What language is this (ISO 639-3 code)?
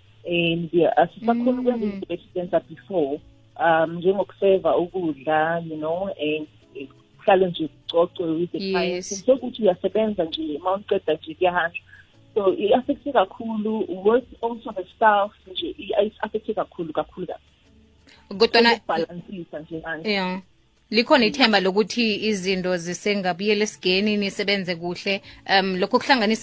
nbl